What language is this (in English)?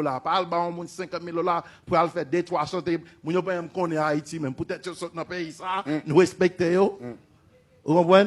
Haitian Creole